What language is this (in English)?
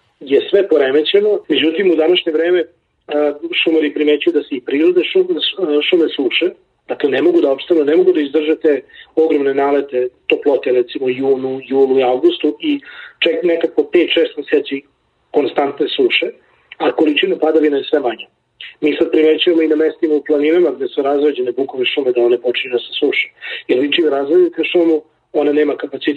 Serbian